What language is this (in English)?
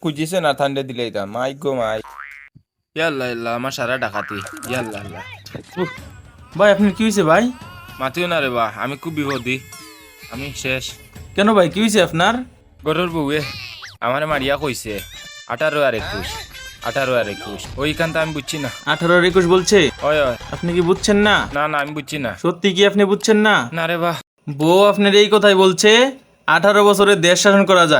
Sylheti